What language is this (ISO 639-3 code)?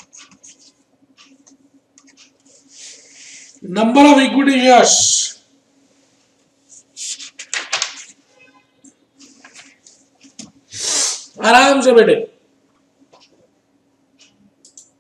hin